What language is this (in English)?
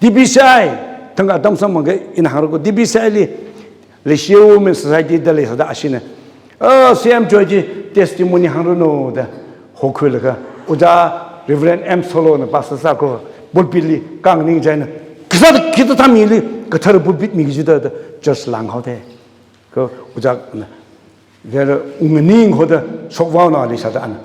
Tangkhul Naga (India)